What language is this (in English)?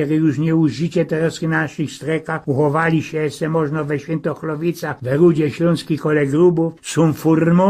Silesian